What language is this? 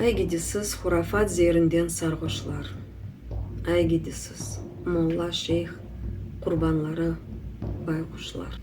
Crimean Tatar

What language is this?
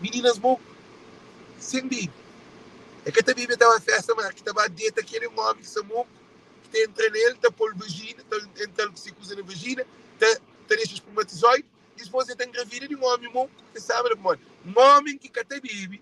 Kabuverdianu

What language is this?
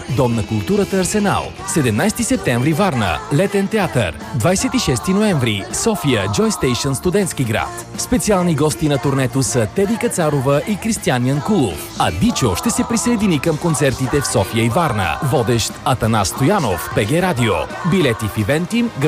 Bulgarian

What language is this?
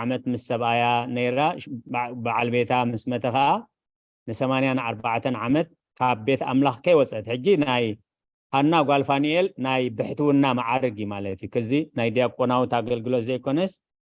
Tigrinya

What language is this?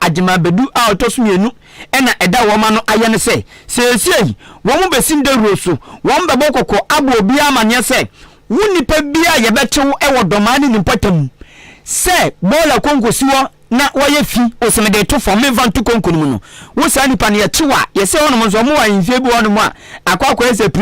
Akan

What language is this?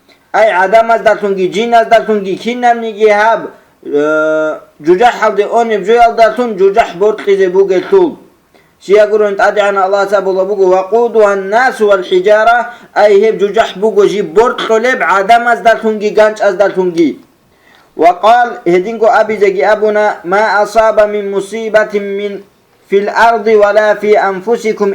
Avaric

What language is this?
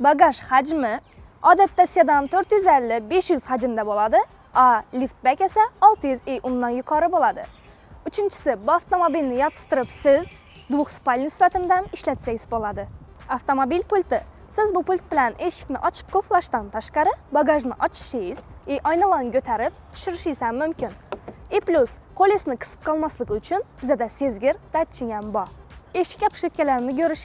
Uzbek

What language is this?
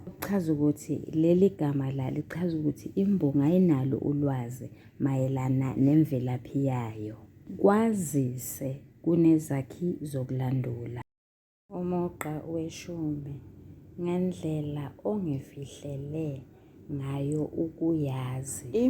Zulu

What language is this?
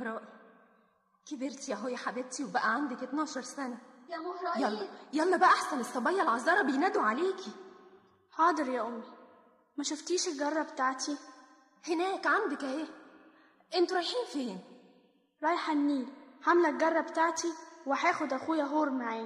Egyptian Arabic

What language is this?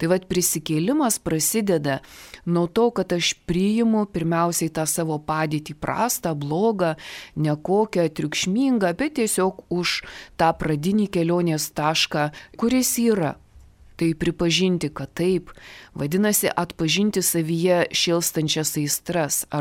Lithuanian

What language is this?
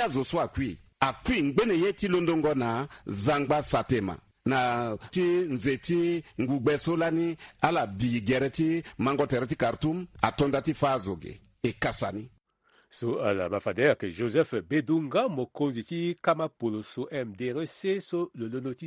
Sango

